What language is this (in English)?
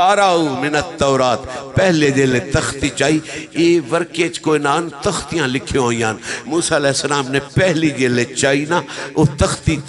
Saraiki